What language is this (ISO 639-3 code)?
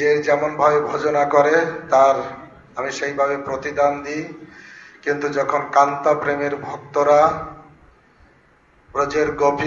ben